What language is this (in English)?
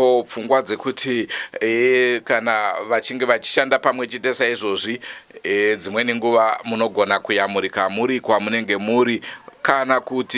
Shona